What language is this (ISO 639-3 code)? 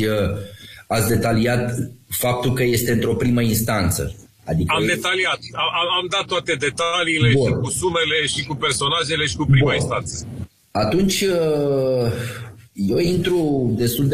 ron